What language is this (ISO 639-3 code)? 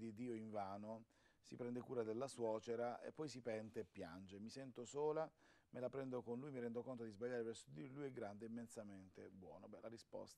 ita